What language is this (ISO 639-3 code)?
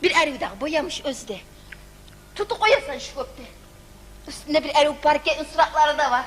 kum